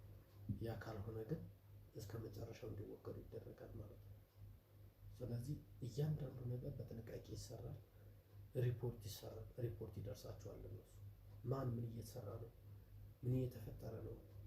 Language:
Amharic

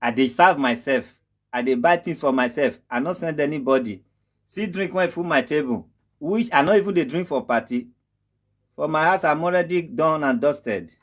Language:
Nigerian Pidgin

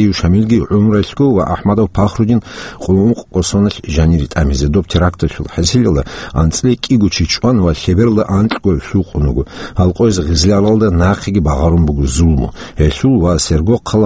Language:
Avaric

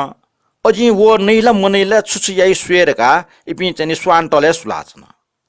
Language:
Newari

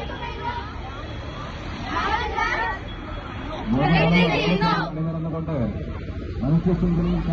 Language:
Malayalam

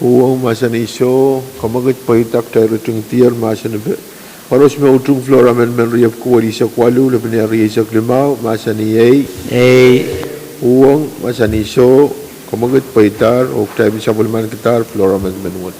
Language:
Pohnpeian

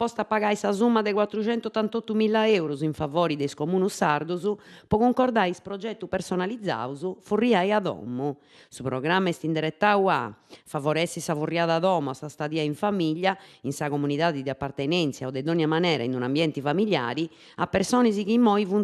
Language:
Sardinian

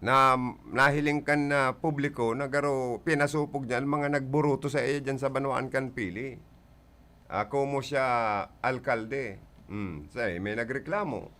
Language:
Bikol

